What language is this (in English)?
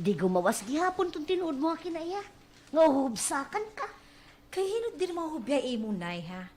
Waray